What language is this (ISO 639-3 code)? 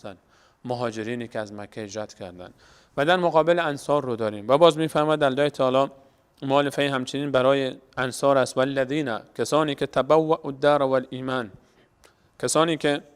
fas